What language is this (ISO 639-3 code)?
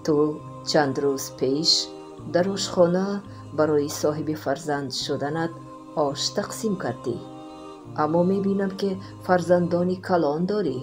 tgk